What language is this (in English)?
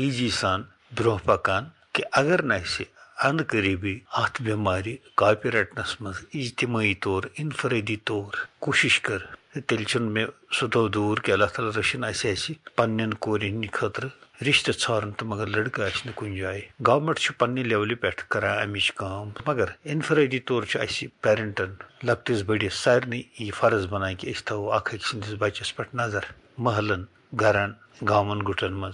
Kashmiri